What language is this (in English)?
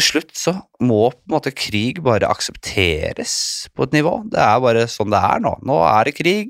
Norwegian